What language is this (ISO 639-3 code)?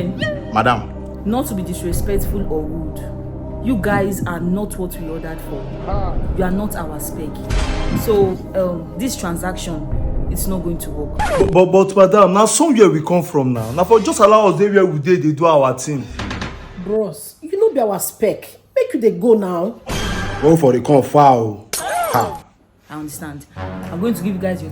pcm